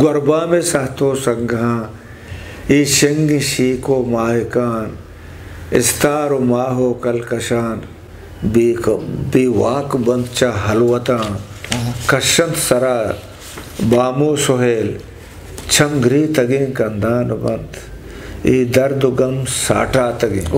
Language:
Eastern Balochi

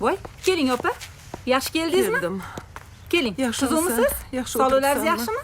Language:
Kara-Kalpak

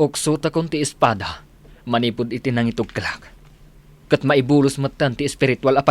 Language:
Iloko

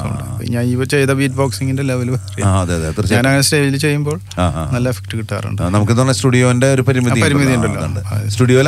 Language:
Malayalam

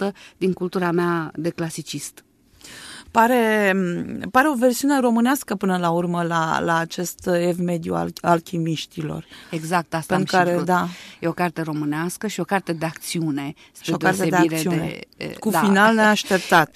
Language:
Romanian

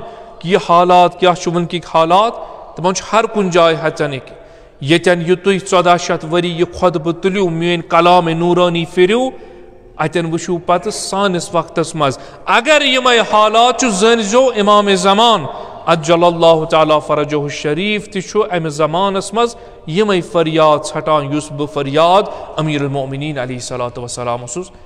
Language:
Kashmiri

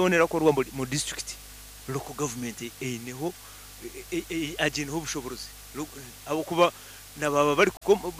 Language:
Nyoro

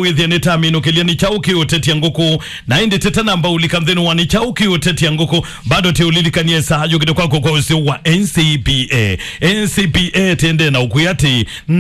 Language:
Kamba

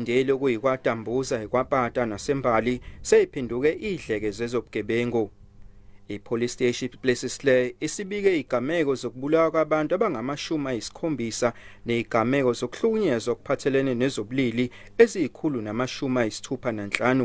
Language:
Zulu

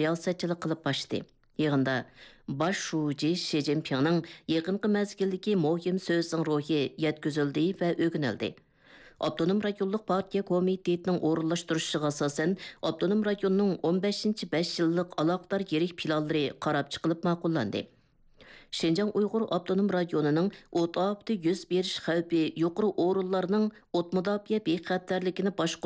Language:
Uyghur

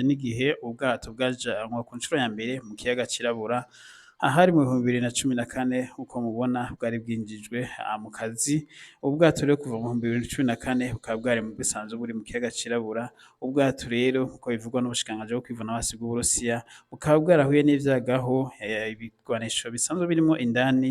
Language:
Rundi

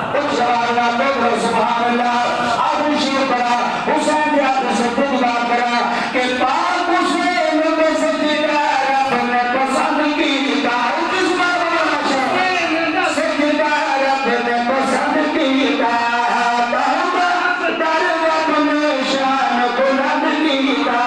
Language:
Saraiki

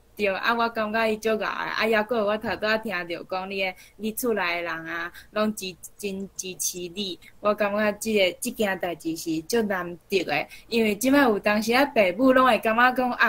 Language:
Min Nan Chinese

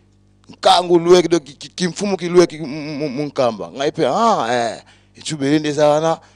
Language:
Lingala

